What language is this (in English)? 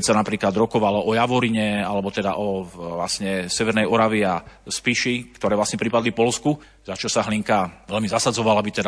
Slovak